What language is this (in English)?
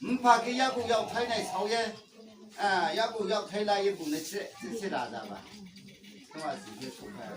Riang (India)